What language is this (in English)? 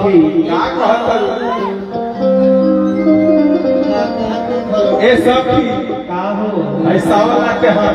Bhojpuri